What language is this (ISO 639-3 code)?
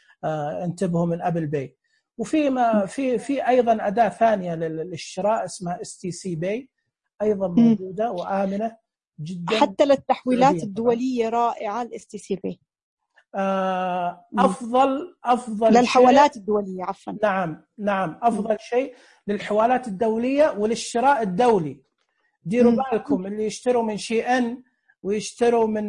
ars